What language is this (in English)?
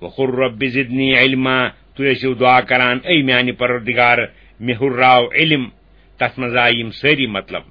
Kashmiri